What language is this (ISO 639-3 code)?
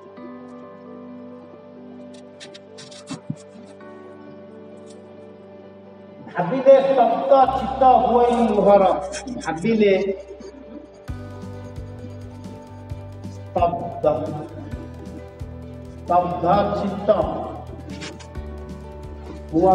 ori